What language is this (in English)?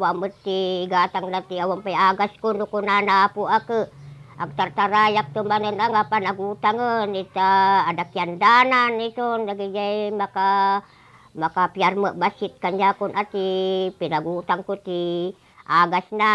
Iloko